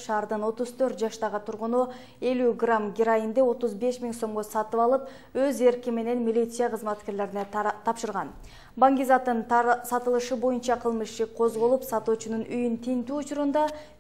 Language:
Kyrgyz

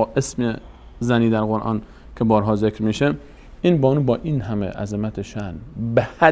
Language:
Persian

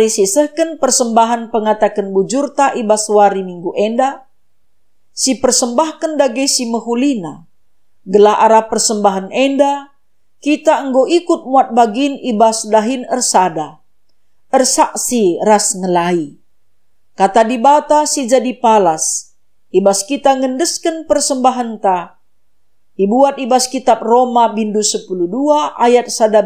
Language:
Batak Karo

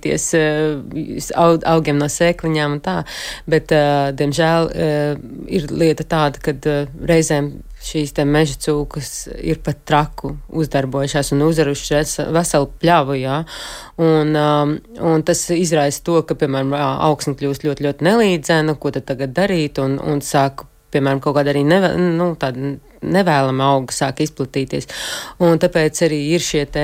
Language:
Latvian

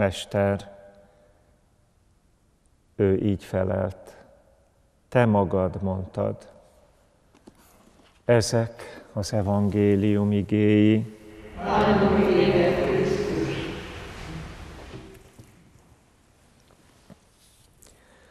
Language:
Hungarian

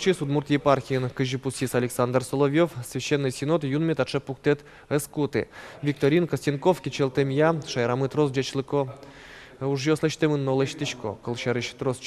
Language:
Udmurt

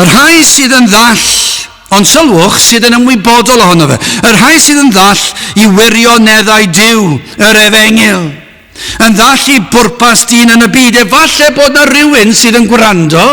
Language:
Welsh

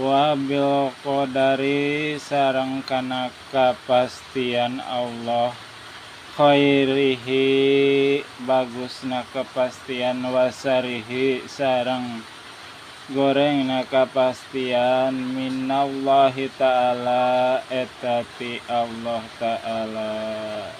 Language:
Sundanese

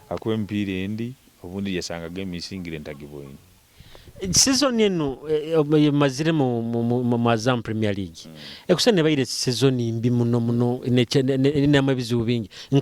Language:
Nyoro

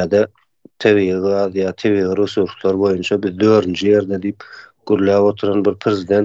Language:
Turkmen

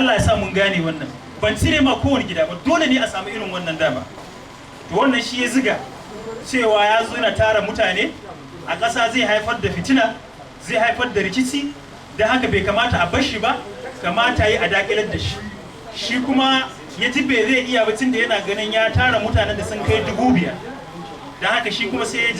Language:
Hausa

